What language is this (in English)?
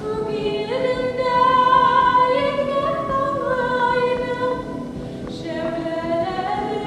Bashkir